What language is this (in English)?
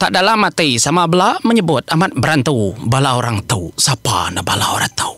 Iban